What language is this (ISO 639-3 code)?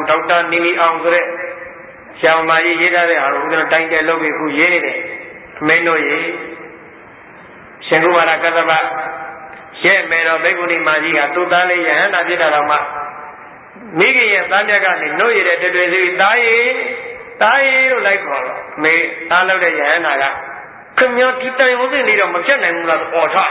mya